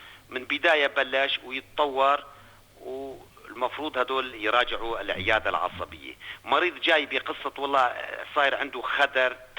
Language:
North Levantine Arabic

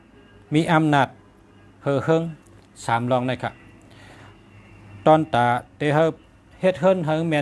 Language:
Shan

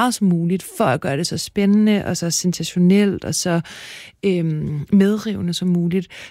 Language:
Danish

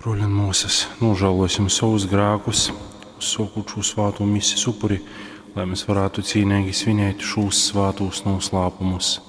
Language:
Latgalian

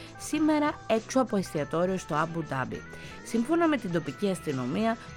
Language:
Greek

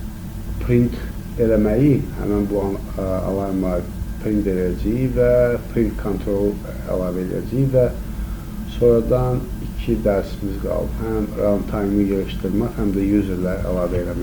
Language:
Azerbaijani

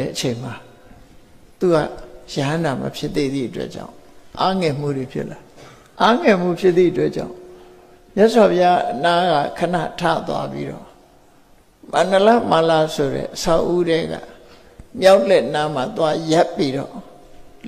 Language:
Burmese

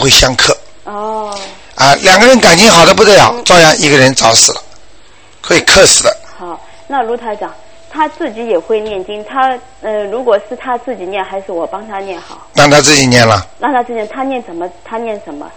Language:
Chinese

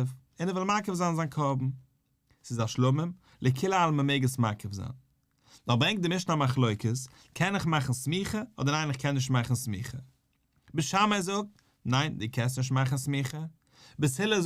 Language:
Yiddish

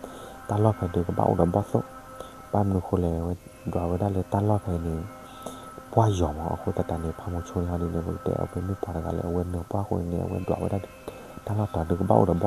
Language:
S'gaw Karen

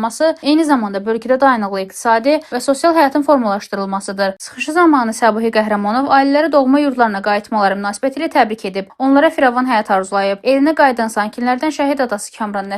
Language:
Azerbaijani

